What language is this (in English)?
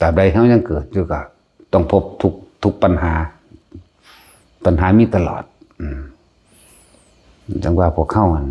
Lao